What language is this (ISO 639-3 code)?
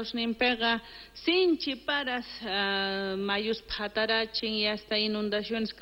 quh